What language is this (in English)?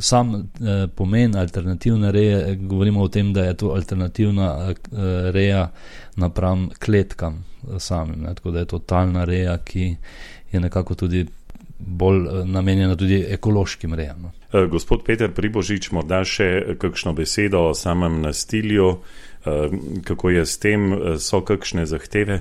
Slovenian